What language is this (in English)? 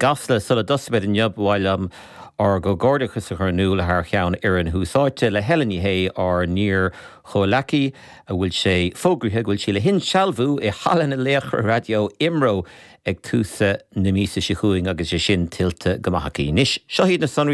Irish